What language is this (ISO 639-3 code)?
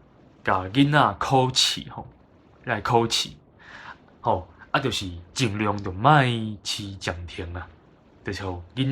nan